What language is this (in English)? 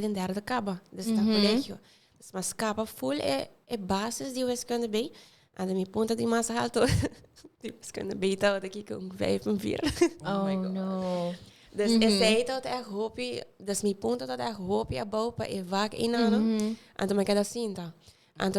Papiamento